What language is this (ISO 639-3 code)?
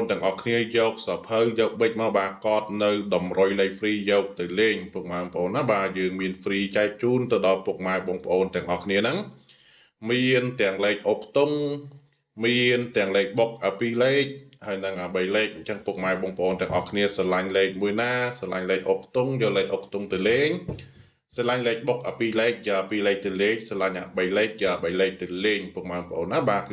khm